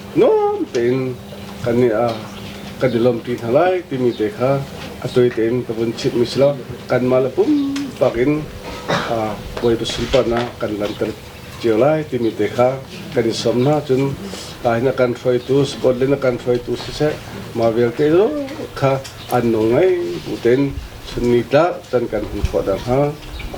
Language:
Hakha Chin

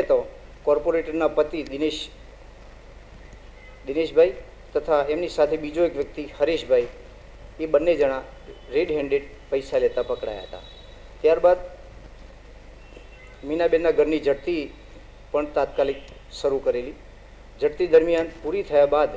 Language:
Gujarati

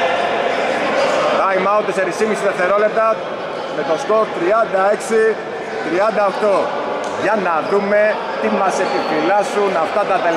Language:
Greek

